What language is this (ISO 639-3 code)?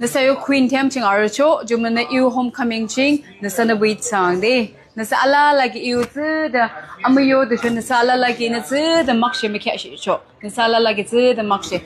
yim